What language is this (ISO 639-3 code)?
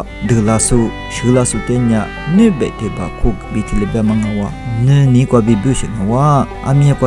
lis